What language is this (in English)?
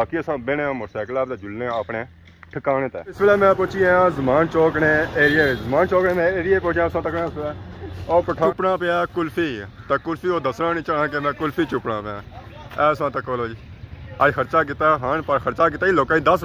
Pahari-Potwari